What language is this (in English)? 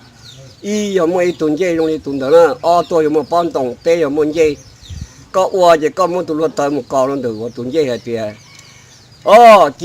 Hmong